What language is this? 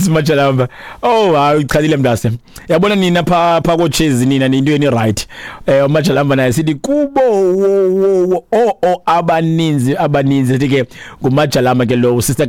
Xhosa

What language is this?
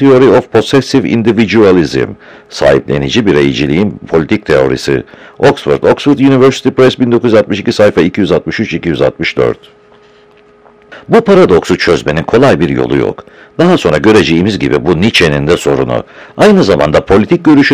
Turkish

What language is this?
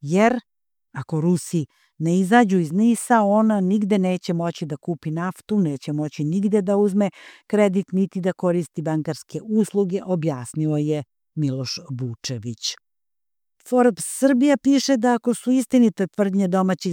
Serbian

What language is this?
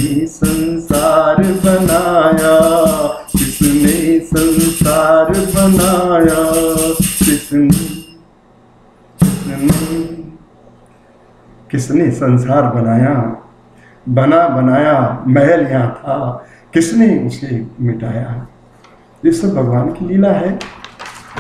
Hindi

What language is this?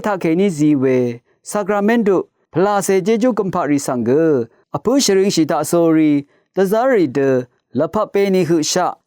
Rawang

